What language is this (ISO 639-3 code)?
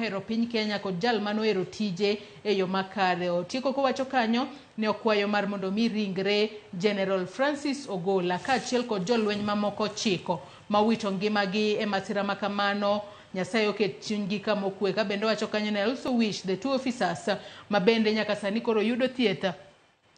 luo